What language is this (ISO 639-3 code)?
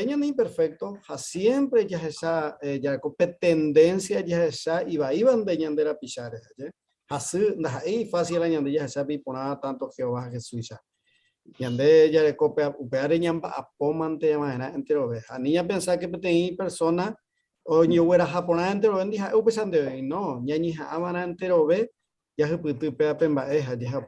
grn